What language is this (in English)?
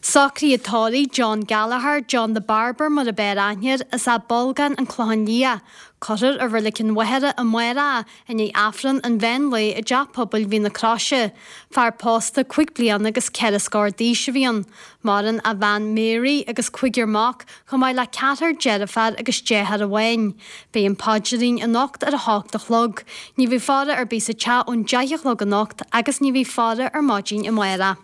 Irish